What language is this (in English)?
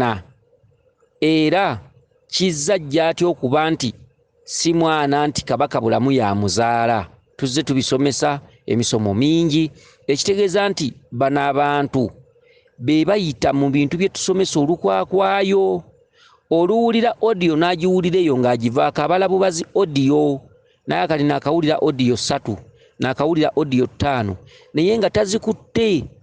Ganda